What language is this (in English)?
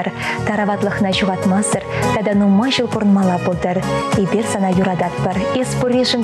Chuvash